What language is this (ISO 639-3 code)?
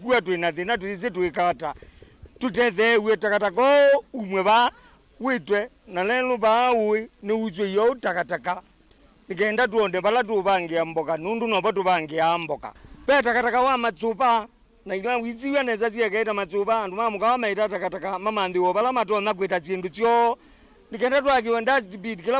kam